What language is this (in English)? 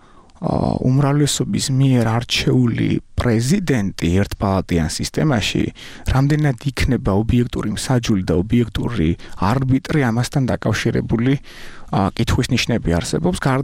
Georgian